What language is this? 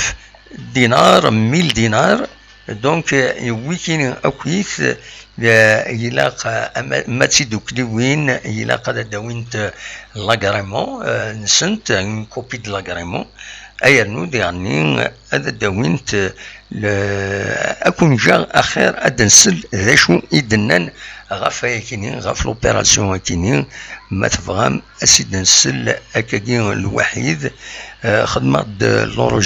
Kabyle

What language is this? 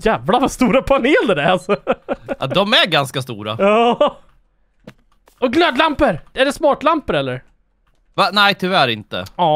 Swedish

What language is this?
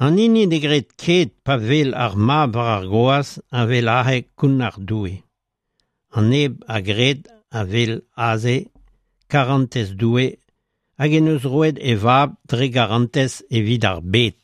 Breton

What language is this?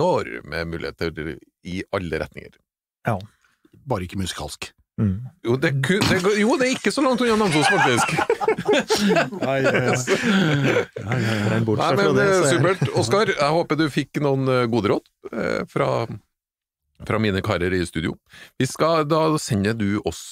Norwegian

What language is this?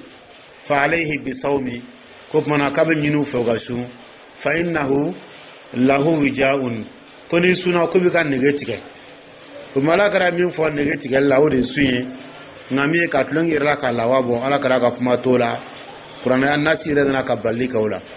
Dyula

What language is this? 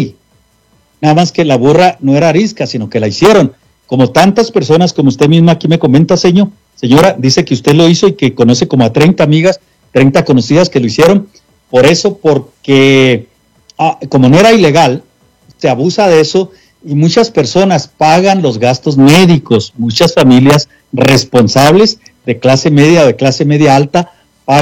Spanish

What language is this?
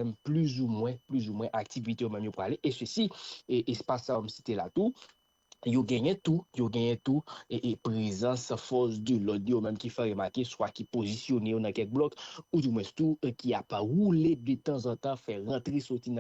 Haitian Creole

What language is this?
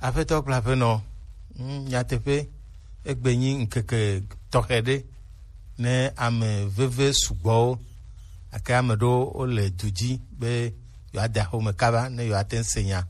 Gen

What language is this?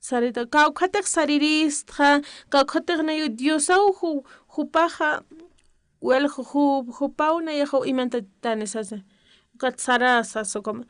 Aymara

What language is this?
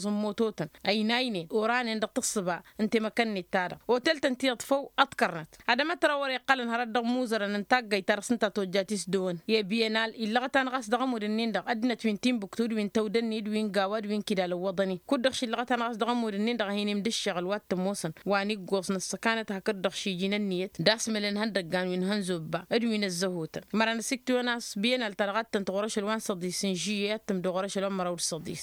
Tamasheq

